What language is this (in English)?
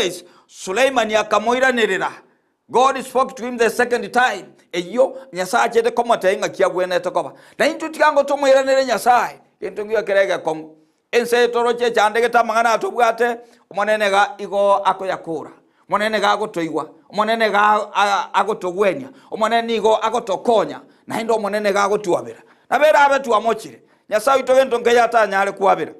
Gusii